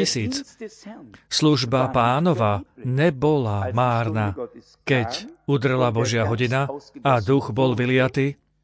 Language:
Slovak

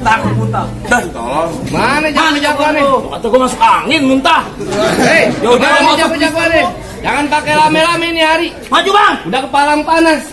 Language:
Betawi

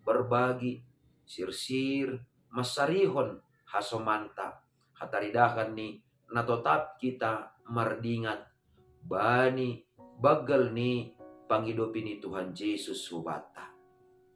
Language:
Batak Simalungun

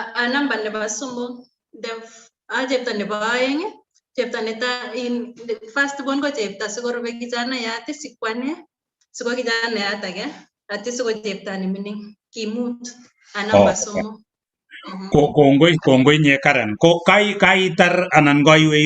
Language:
Kalenjin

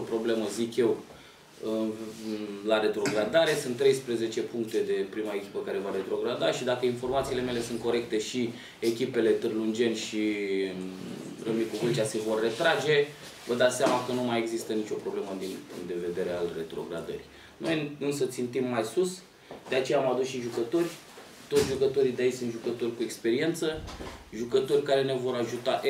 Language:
Romanian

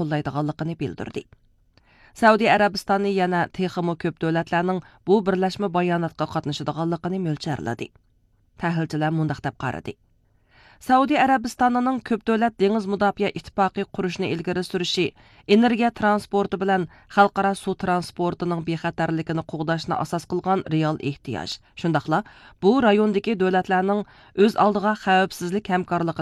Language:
Uyghur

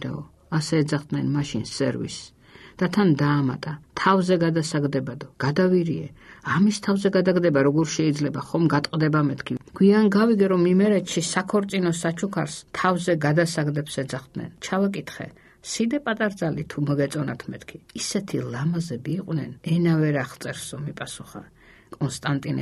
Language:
Georgian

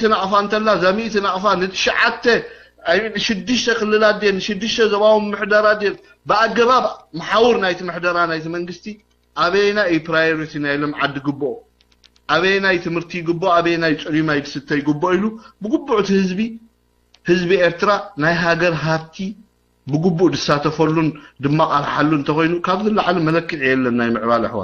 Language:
Tigrinya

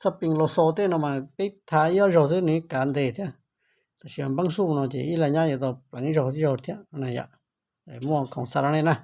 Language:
Hmong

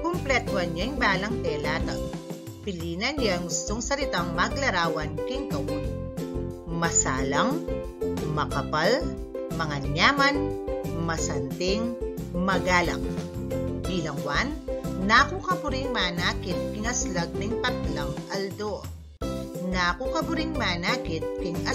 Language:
Pampanga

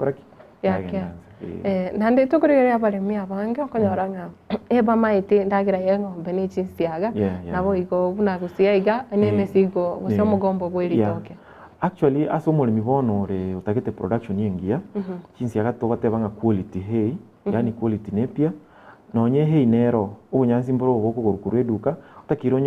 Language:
Gusii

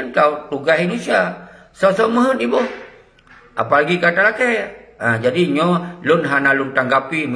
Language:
Achinese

